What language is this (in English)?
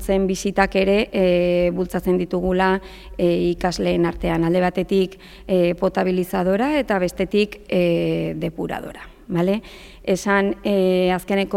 Basque